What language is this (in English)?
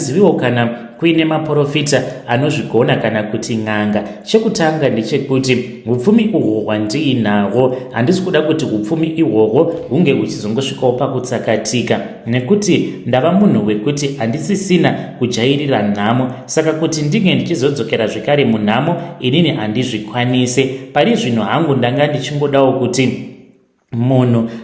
Shona